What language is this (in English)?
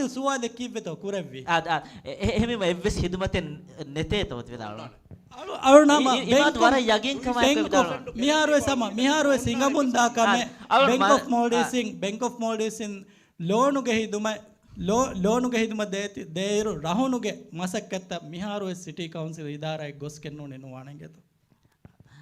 Divehi